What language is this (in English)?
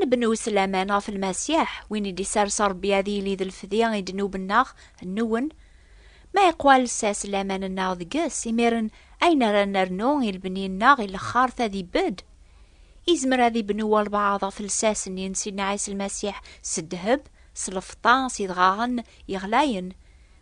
Kabyle